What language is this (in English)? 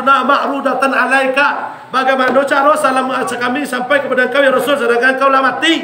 Minangkabau